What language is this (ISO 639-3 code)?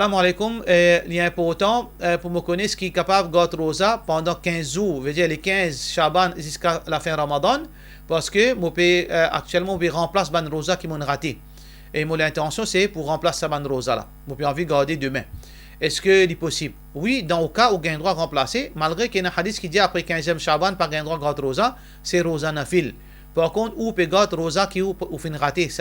mfe